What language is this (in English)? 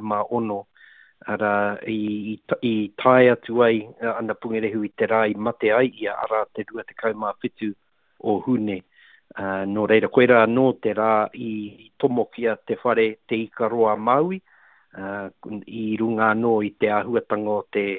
Māori